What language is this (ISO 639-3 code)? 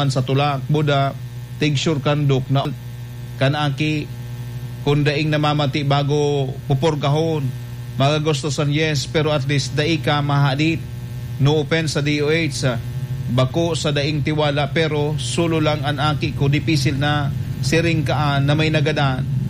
bik